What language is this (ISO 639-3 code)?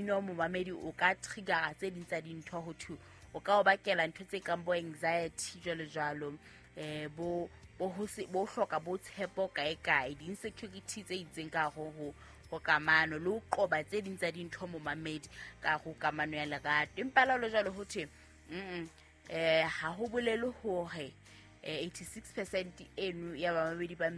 sot